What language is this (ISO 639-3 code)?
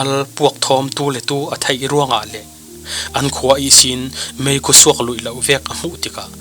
cfm